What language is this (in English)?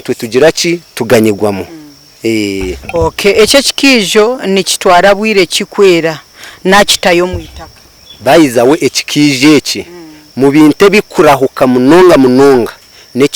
Nyankole